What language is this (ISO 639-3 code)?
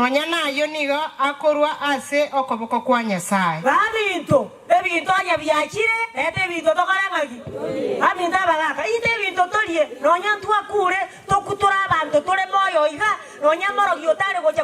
guz